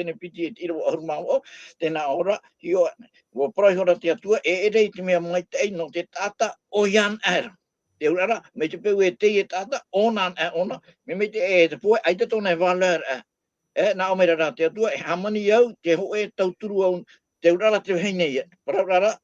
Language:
Tahitian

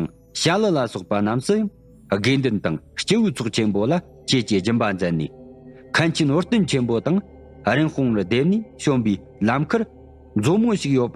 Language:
Tibetan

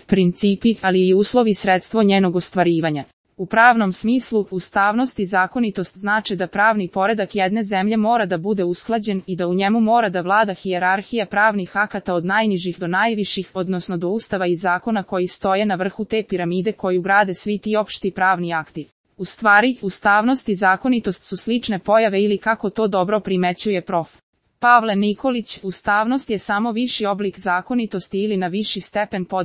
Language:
Serbian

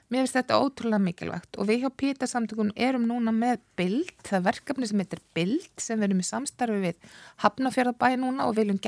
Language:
Icelandic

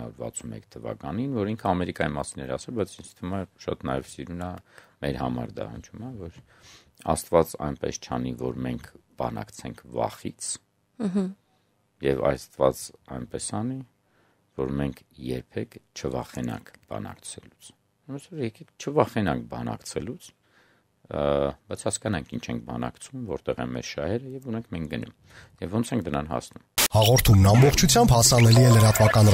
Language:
Armenian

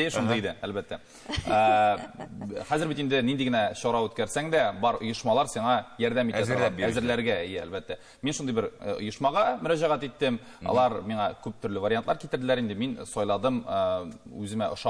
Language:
Tatar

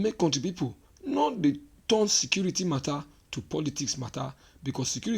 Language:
Nigerian Pidgin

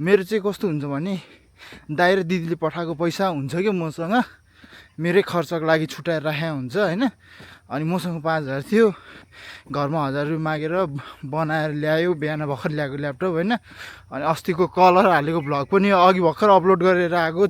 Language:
Nepali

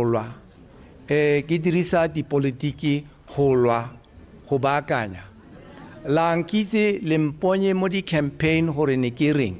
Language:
Tswana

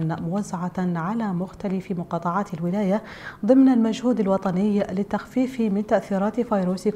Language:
Arabic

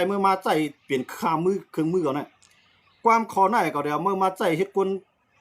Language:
Shan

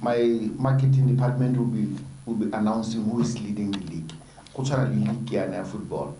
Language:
Tswana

